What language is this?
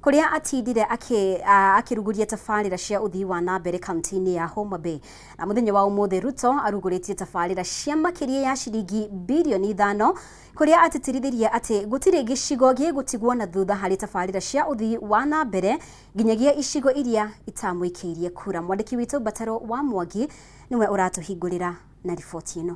Kikuyu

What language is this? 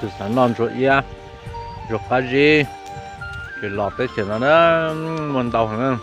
Hmong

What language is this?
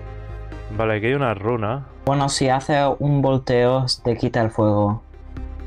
Spanish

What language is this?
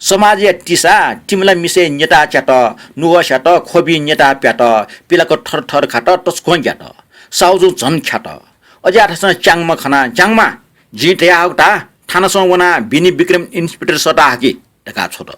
Newari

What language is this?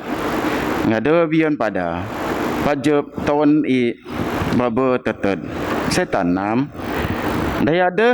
Biatah Bidayuh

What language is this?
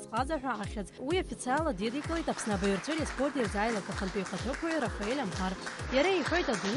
Abkhazian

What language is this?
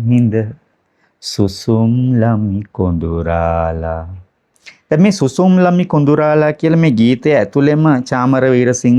Sinhala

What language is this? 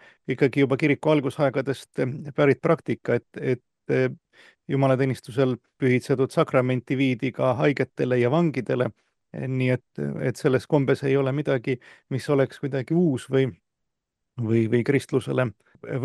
Estonian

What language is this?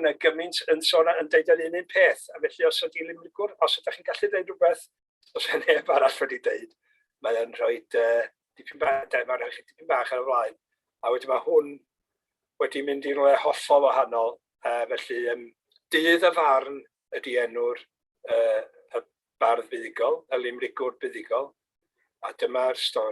Welsh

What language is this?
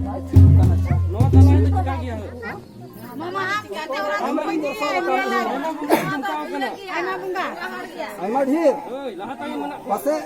Santali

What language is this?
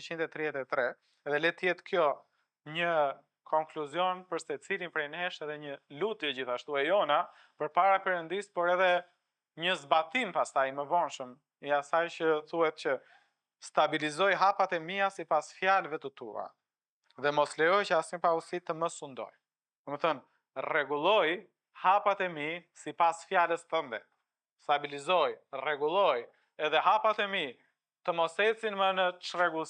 Albanian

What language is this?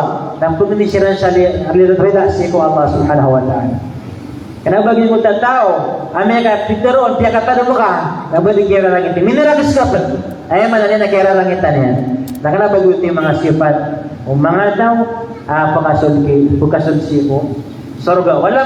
Maranao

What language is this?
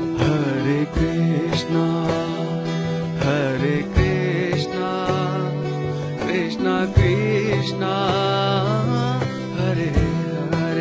Telugu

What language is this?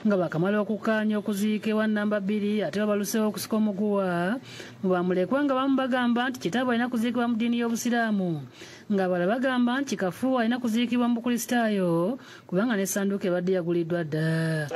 Ganda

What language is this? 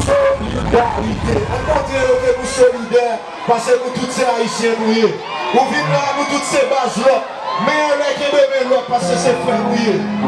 Haitian Creole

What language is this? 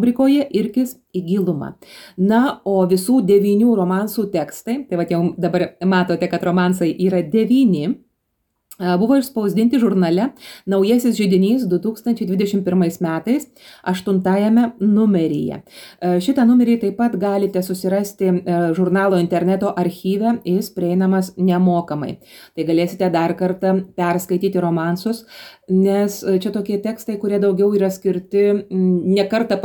Lithuanian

